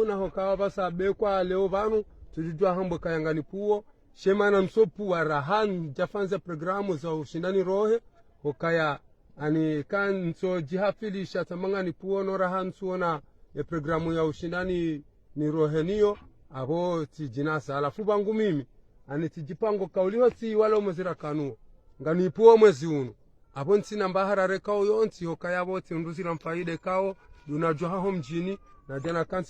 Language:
Ngazidja Comorian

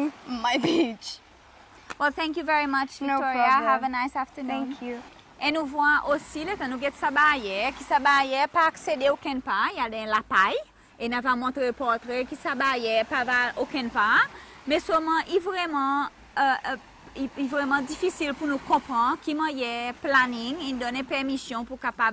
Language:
Seselwa Creole French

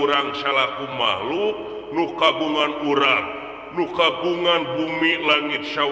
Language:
Sundanese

